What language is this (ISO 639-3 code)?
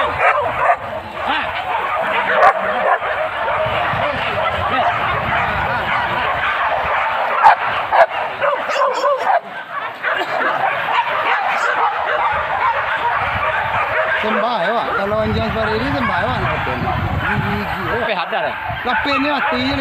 msa